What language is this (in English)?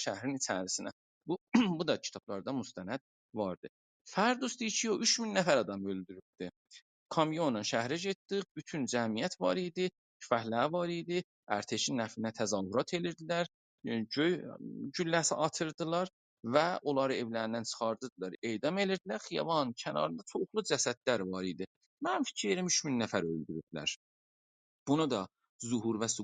South Azerbaijani